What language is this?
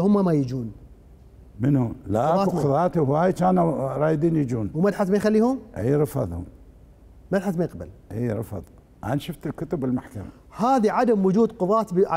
Mesopotamian Arabic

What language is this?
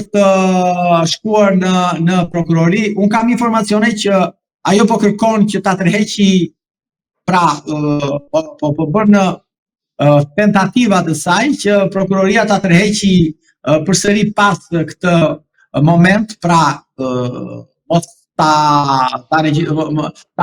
Albanian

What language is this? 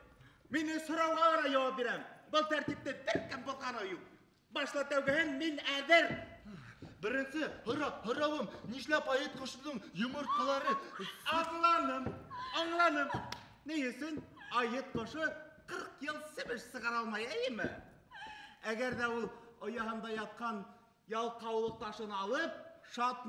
Bashkir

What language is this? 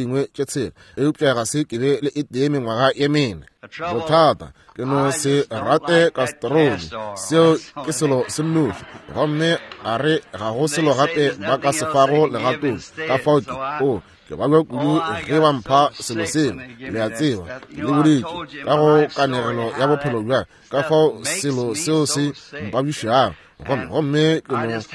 Northern Sotho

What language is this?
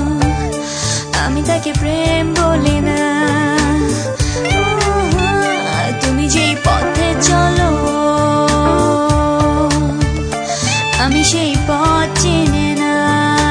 Bangla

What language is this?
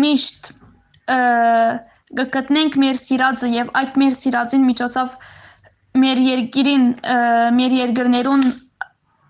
Western Armenian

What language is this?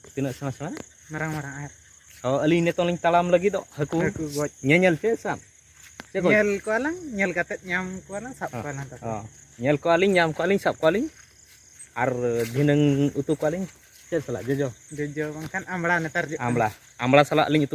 Santali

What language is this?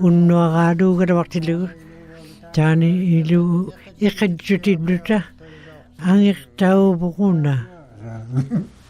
Western Canadian Inuktitut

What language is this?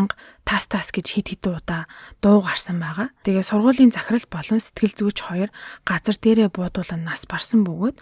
Mongolian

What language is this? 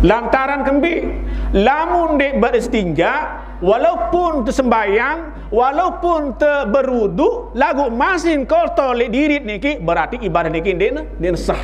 Sasak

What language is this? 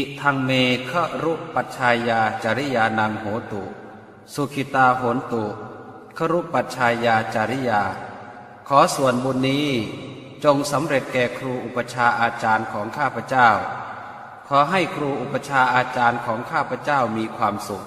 Pali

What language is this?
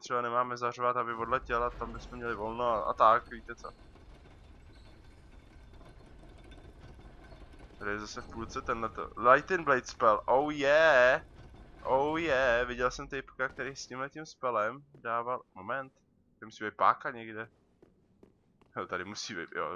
Czech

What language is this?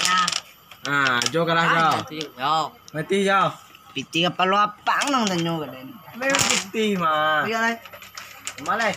Minangkabau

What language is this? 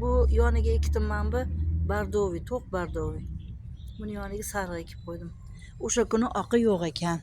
Uzbek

